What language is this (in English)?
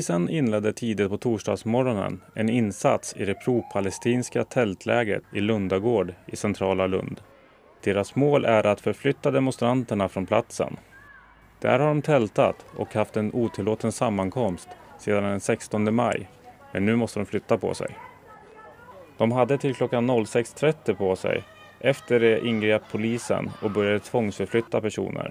Swedish